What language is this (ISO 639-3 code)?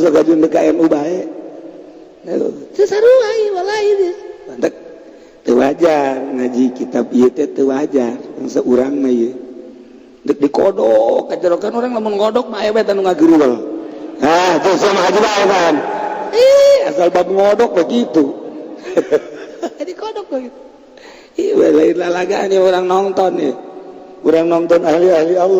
sun